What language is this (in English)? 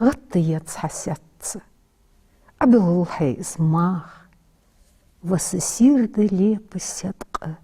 Ingush